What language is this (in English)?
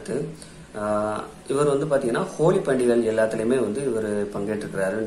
Tamil